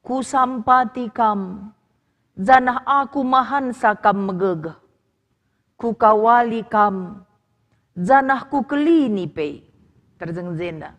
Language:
Batak Karo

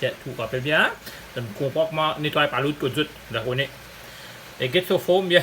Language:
Morisyen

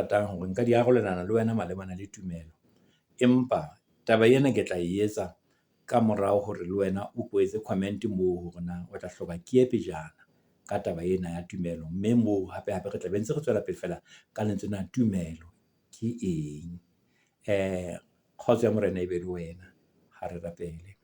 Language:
Southern Sotho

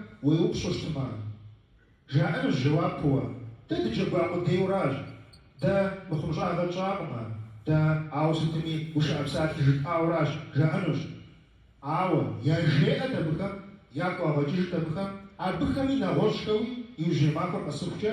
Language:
Kabardian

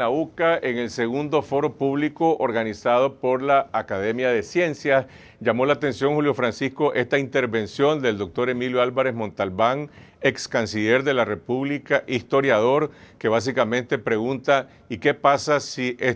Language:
Spanish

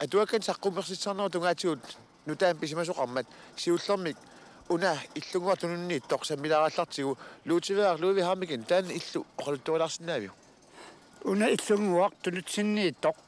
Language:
Kalaallisut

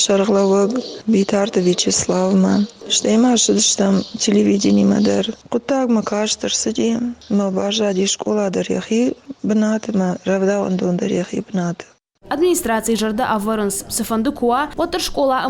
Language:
Ossetic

